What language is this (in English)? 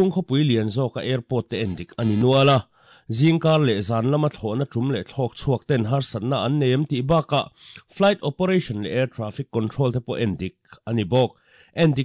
Mizo